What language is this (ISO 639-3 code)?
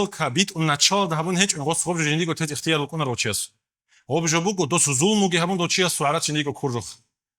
ava